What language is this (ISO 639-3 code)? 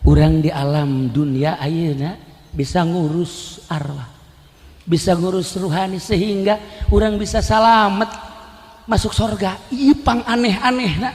sun